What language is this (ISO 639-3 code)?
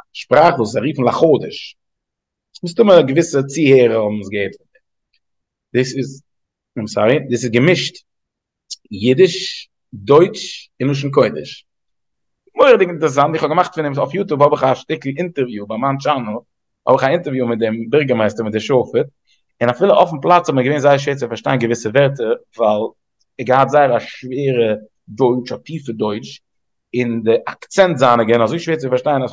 yid